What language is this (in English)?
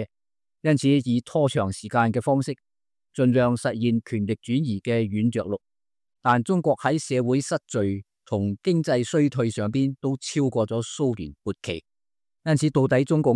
Cantonese